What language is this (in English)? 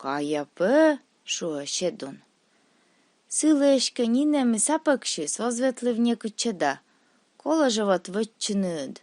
Komi